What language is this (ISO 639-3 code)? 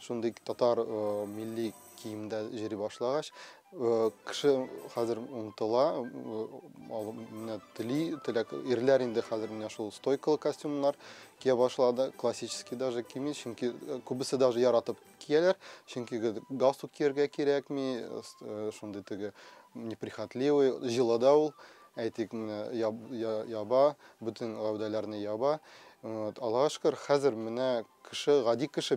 tat